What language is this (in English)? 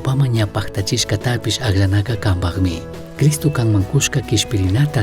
Chimborazo Highland Quichua